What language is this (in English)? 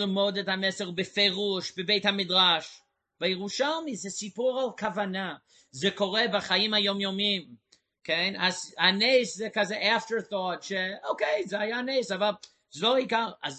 Hebrew